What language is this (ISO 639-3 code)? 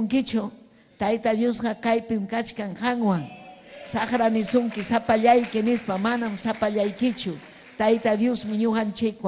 quy